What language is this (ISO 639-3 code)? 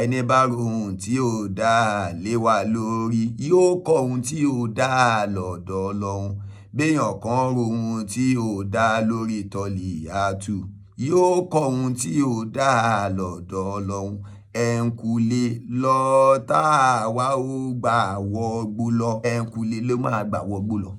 yor